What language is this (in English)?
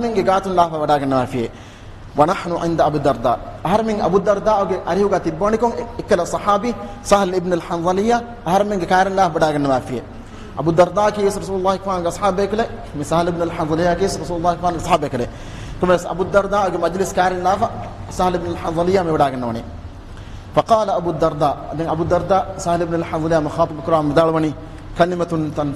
Divehi